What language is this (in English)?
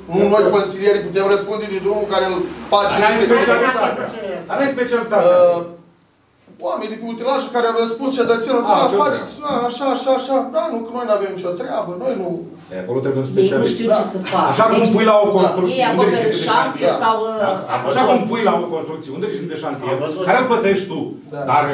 Romanian